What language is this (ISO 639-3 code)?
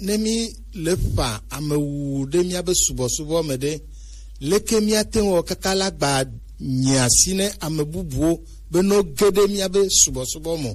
gej